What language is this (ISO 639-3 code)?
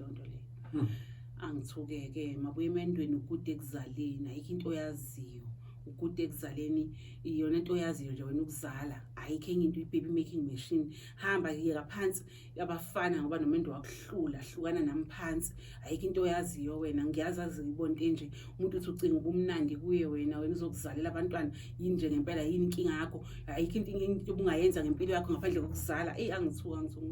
zul